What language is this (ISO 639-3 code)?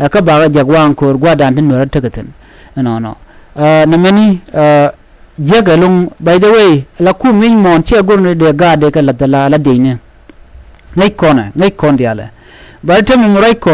nus